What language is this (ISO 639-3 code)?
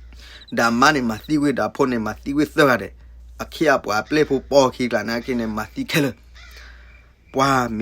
ksw